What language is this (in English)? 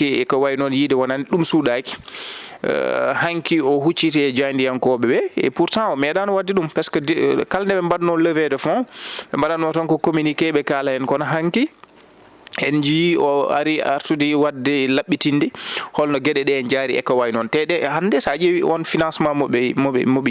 Fula